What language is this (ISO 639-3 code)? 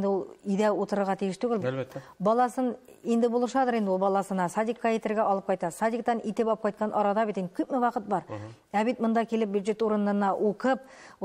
tat